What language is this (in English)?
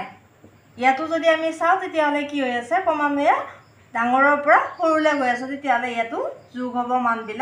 Assamese